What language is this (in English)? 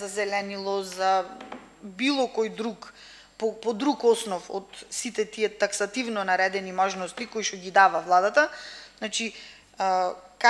Macedonian